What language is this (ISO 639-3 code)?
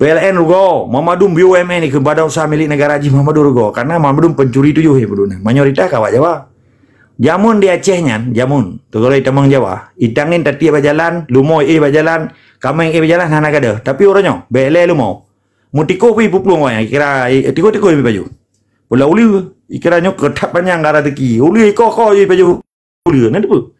ace